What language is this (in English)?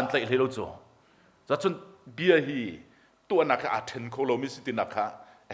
Hakha Chin